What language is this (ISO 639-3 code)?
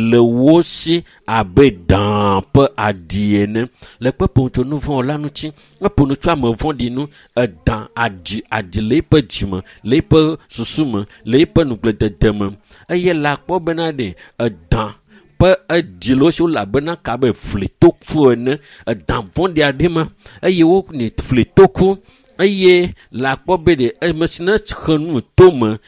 ewe